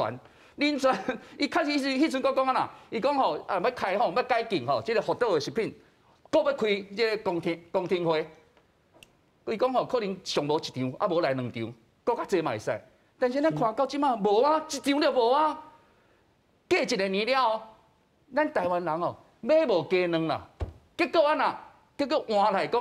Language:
Min Nan Chinese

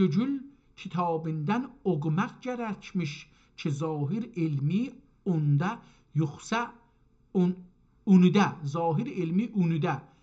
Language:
South Azerbaijani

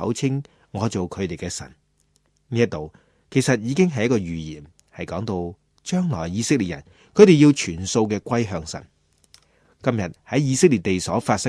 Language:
Cantonese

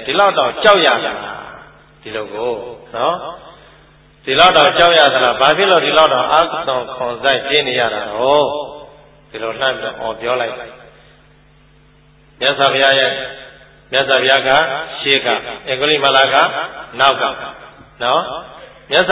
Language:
Burmese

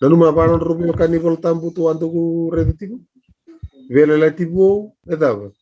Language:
Fijian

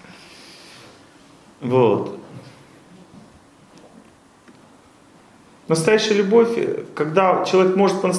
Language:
Russian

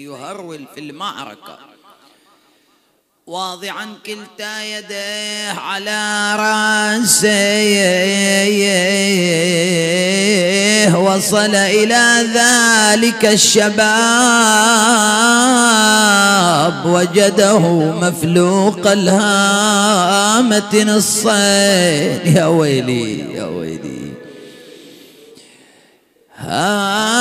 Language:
Arabic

